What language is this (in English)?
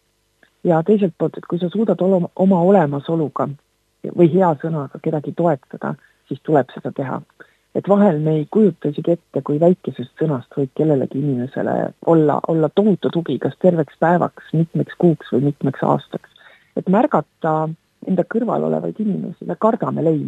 Estonian